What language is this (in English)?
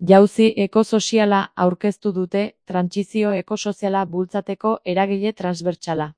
Basque